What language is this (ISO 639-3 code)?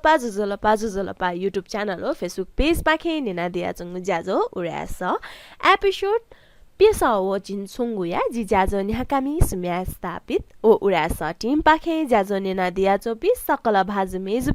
new